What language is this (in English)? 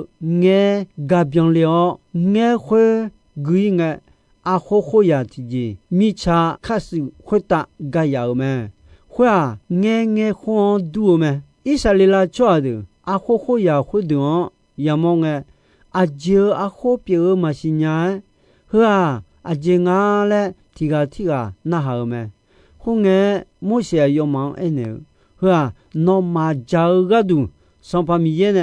Akha